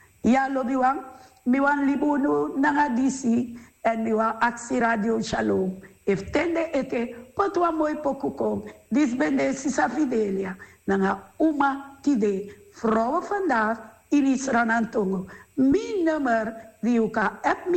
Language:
Sranan Tongo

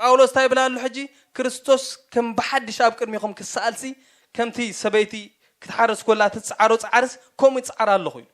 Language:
Tigrinya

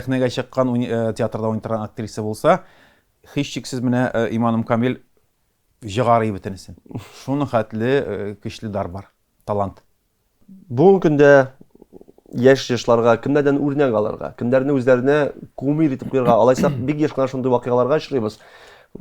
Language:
Tatar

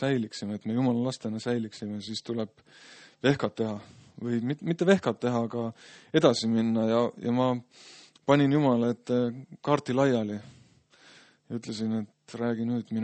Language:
Estonian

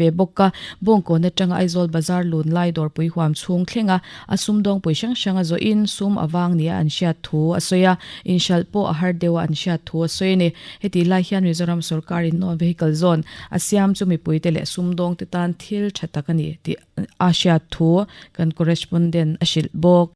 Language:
Mizo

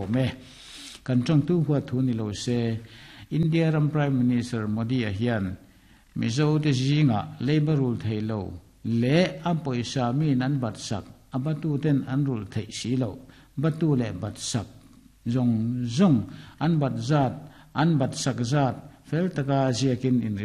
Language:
Mizo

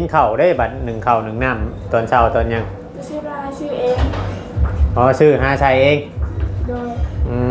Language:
Northeastern Thai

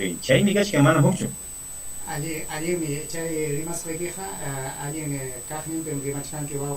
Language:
Ayacucho Quechua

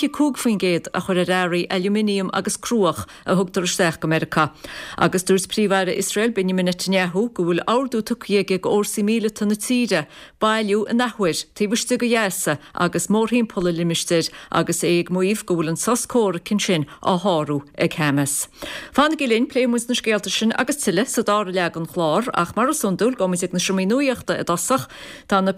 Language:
Irish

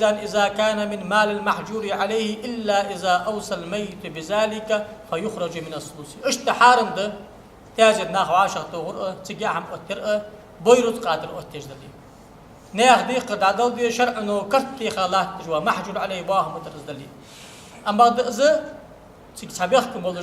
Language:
Ingush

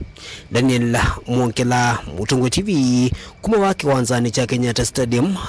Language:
Kamba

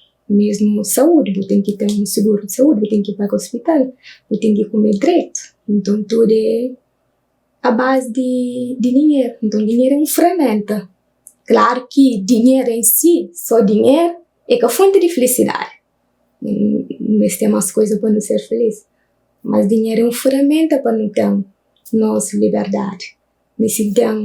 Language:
Kabuverdianu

